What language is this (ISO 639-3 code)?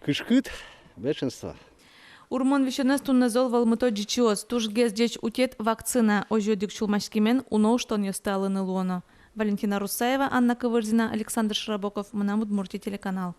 udm